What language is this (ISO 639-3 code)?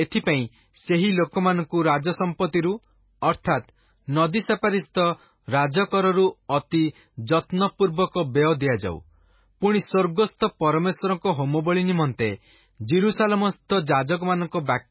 ori